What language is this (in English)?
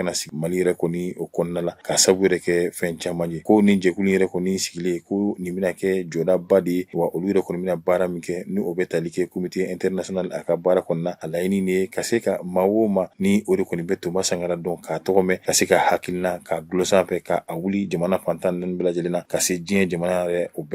Bambara